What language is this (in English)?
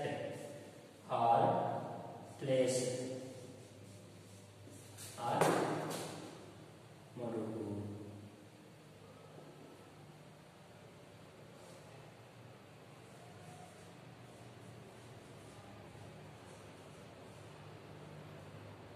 English